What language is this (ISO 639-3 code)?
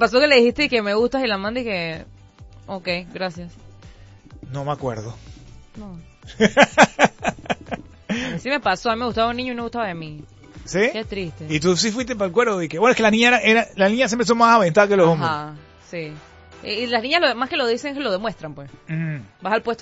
spa